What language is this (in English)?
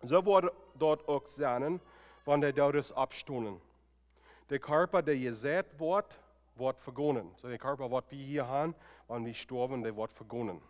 Plautdietsch